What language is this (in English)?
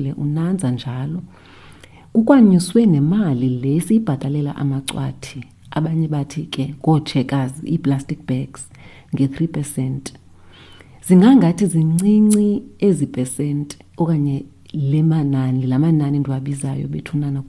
Xhosa